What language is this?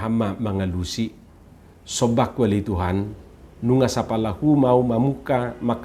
Batak Toba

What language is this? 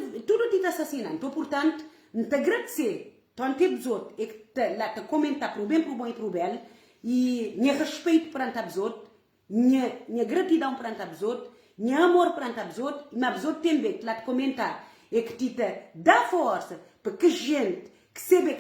Kabuverdianu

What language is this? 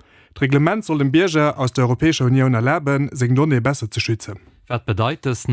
Luxembourgish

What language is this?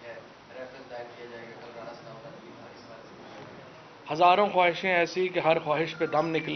Urdu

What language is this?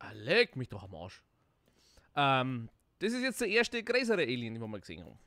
Bavarian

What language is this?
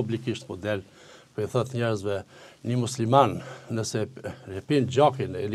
Albanian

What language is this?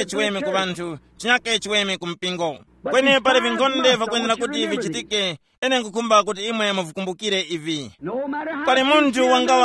Tumbuka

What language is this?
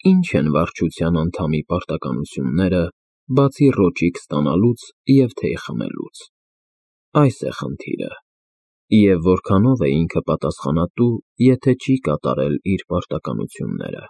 Armenian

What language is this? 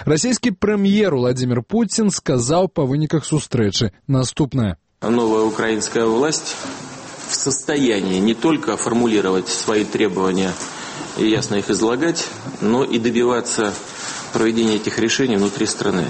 Belarusian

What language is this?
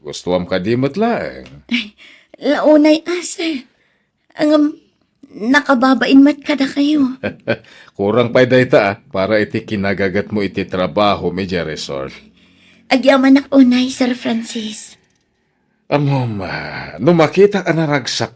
Iloko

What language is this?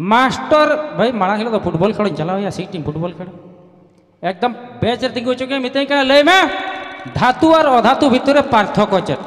Santali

